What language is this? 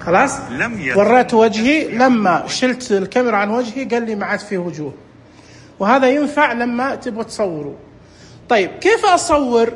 Najdi Arabic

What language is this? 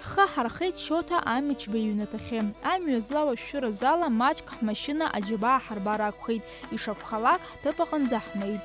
Abkhazian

